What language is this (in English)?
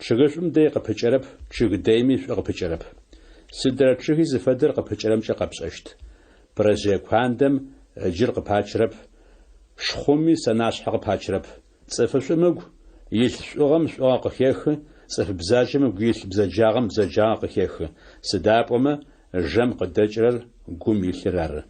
Adyghe